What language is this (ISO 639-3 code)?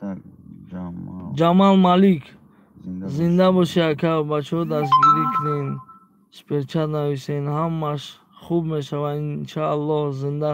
tgk